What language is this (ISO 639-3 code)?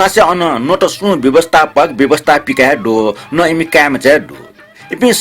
new